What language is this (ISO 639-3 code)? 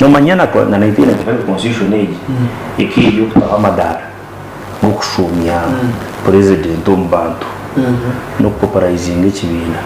nyn